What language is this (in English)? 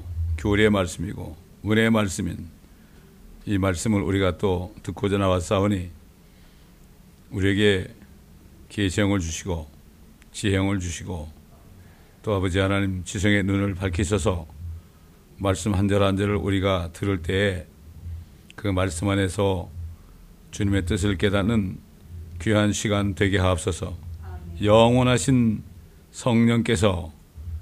Korean